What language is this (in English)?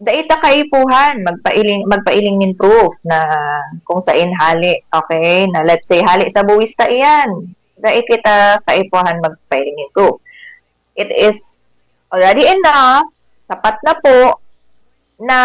Bikol